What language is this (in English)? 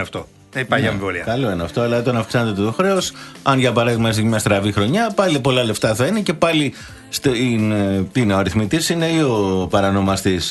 Greek